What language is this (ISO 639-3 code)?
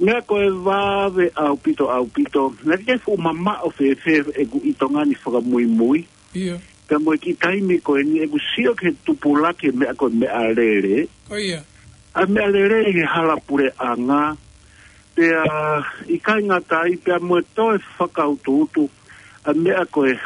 ton